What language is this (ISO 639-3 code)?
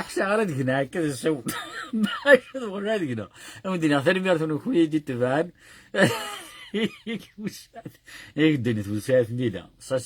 kab